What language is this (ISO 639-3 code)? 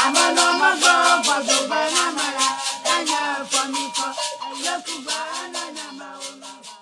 ewe